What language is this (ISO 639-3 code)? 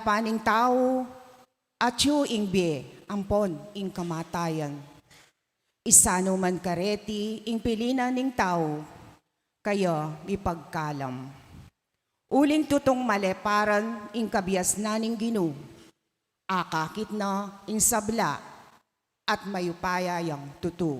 pam